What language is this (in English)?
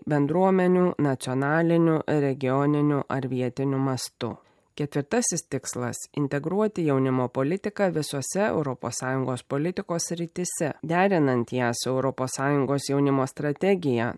Lithuanian